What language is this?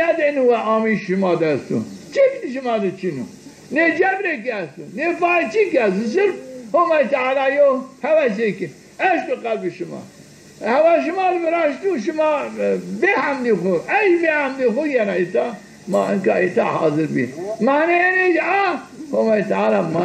Zaza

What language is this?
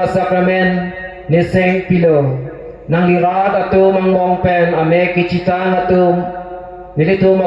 Karbi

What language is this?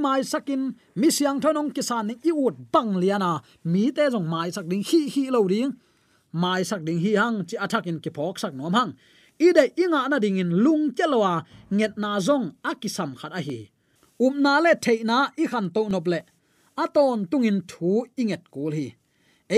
Tedim Chin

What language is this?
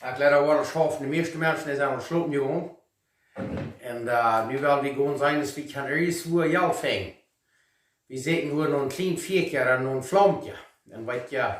Plautdietsch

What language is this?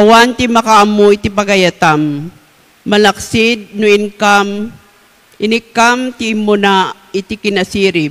Iloko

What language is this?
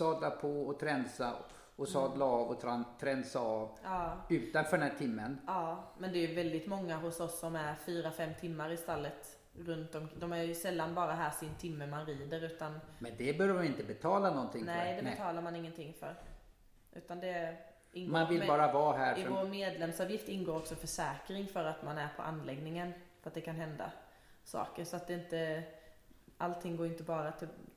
Swedish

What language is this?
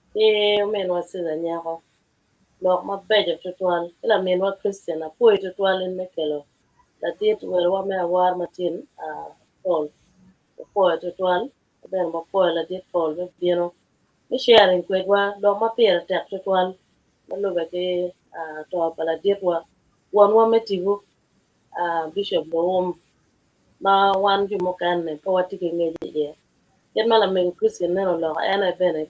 Acoli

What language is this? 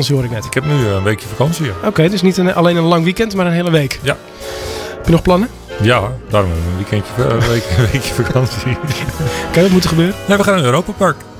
Dutch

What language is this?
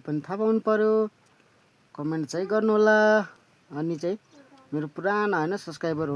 Nepali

